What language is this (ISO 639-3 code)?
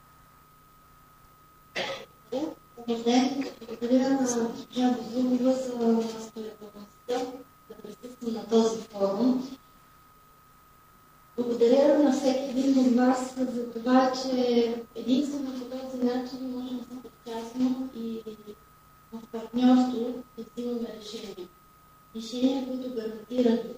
bul